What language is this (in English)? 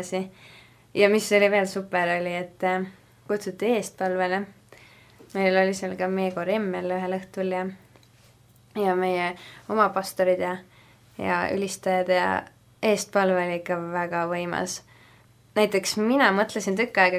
Estonian